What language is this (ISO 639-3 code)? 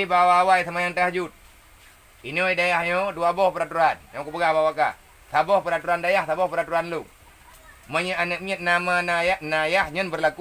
ace